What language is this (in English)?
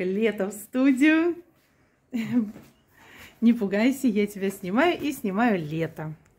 Russian